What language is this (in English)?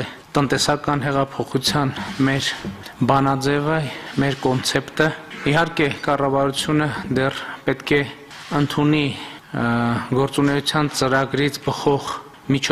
Armenian